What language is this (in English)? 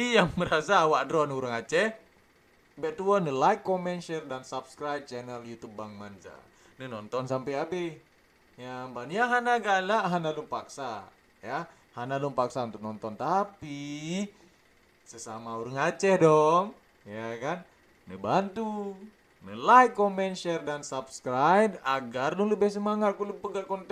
Achinese